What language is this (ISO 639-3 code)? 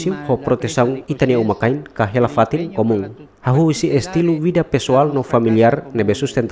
tet